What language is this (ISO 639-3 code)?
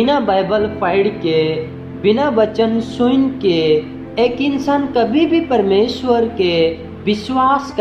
sck